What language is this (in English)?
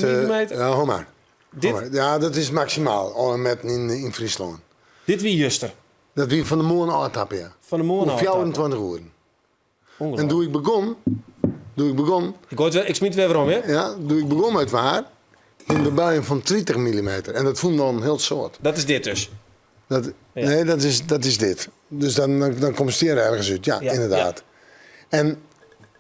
Western Frisian